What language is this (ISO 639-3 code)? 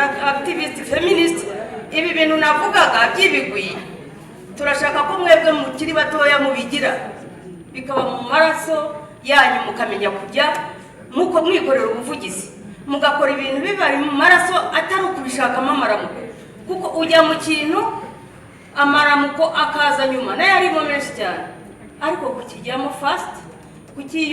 kin